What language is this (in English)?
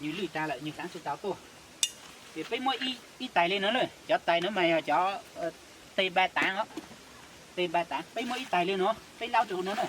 Hmong